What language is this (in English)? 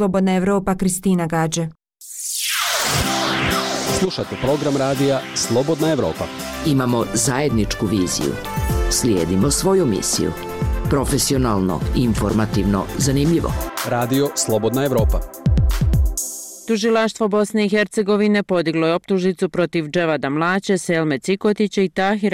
Bosnian